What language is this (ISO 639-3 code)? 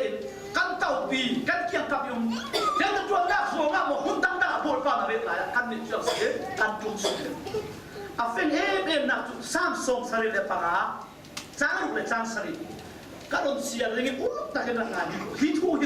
cfm